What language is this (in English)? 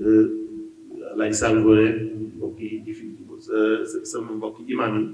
Wolof